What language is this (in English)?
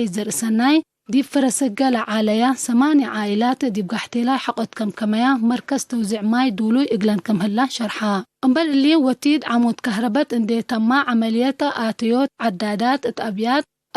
Tigre